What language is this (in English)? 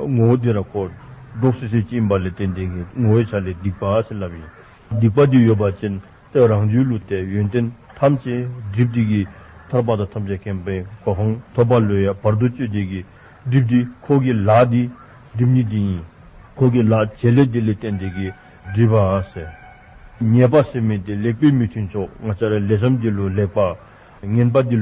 Dzongkha